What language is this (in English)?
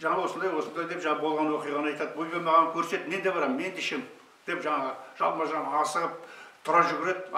Kazakh